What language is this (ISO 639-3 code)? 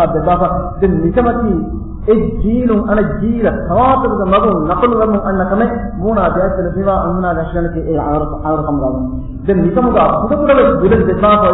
div